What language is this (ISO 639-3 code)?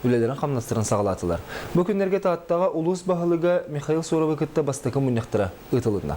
sah